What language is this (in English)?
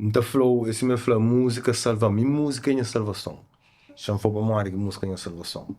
Kabuverdianu